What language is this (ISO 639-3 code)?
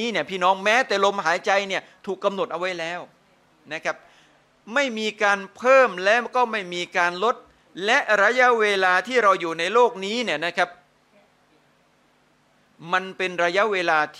tha